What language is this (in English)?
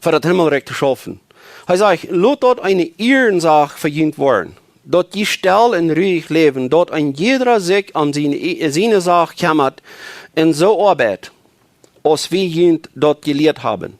Plautdietsch